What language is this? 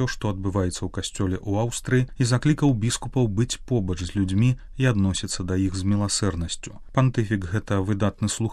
Belarusian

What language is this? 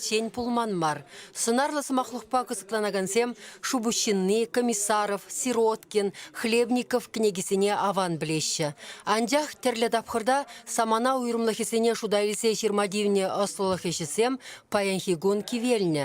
Chuvash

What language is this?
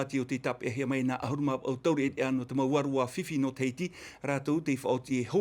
Tahitian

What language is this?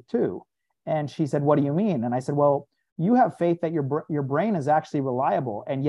English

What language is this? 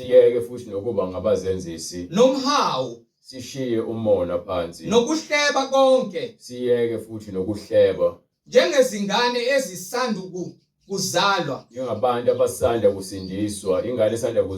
Zulu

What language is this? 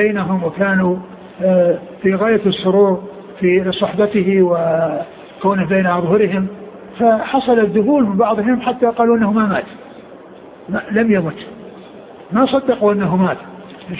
Arabic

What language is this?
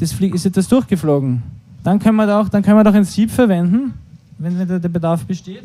Bavarian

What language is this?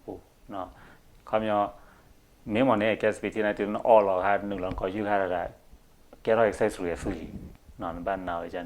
S'gaw Karen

